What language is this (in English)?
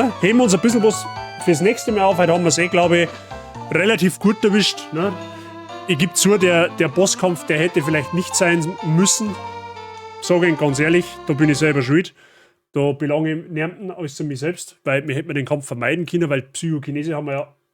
Bavarian